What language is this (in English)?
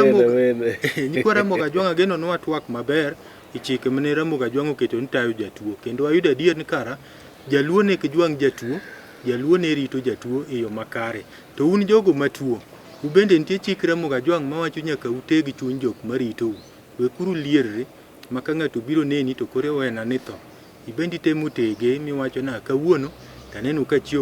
Luo (Kenya and Tanzania)